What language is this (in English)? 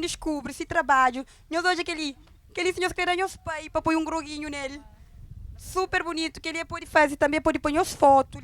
Kabuverdianu